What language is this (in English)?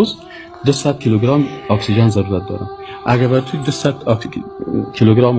Persian